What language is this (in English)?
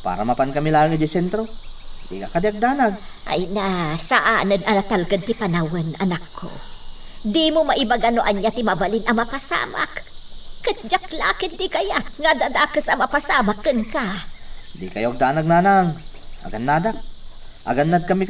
Iloko